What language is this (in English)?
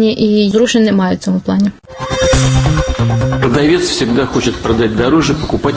Ukrainian